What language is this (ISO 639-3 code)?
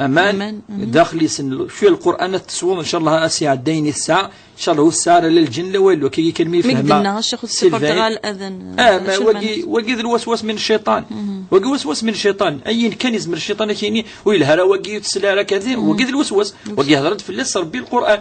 kab